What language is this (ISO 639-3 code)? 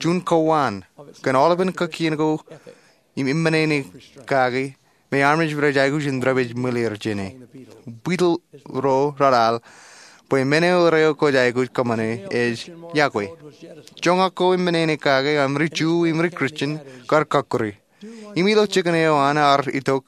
mah